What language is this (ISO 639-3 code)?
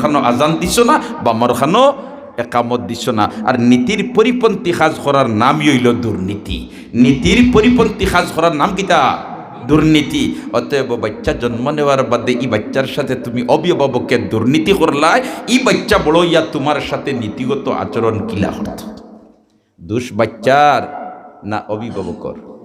syl